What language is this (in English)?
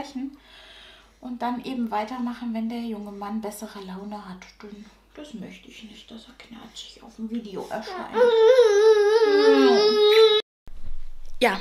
German